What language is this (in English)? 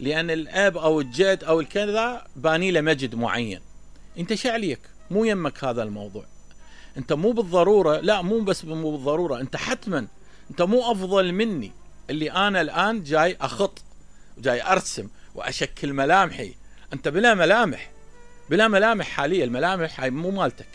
Mesopotamian Arabic